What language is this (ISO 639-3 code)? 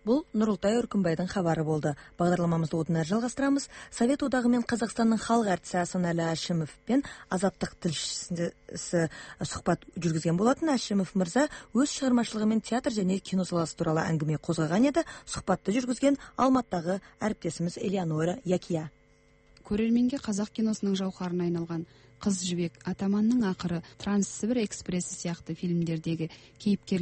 kaz